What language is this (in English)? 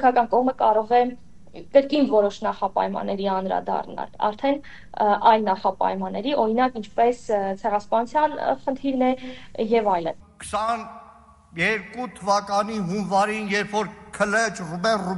Armenian